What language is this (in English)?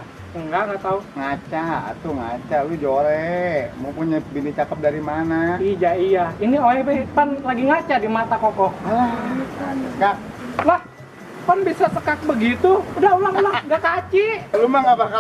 Betawi